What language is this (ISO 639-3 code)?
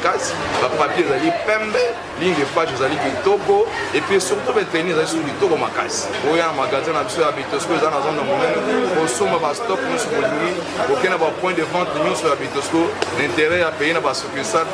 lin